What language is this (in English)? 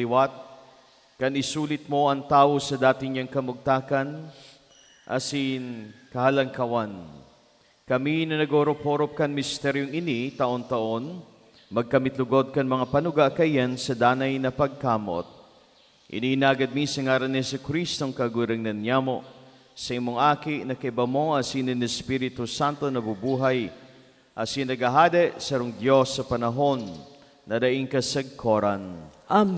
Bikol